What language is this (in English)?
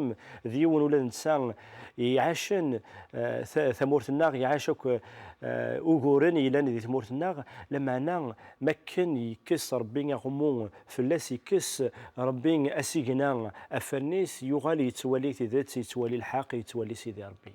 Kabyle